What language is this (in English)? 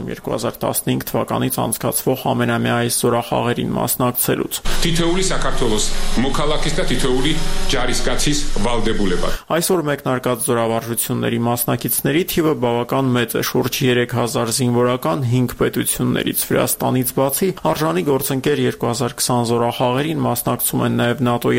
Armenian